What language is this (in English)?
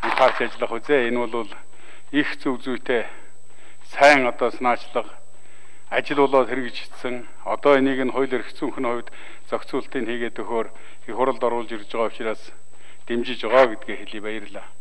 Mongolian